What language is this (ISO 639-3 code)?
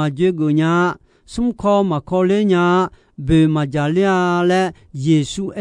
ahk